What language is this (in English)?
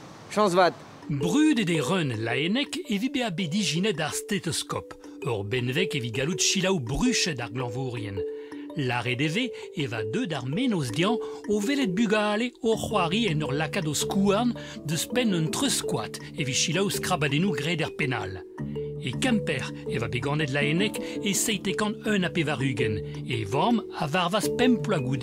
Breton